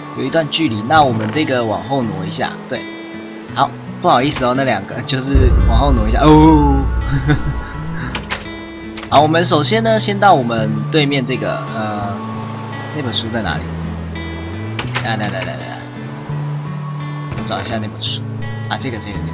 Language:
Chinese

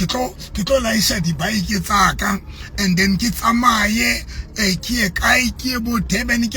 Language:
Southern Sotho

